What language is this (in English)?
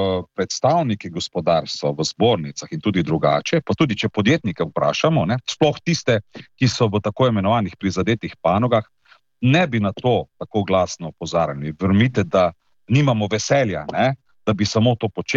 Slovenian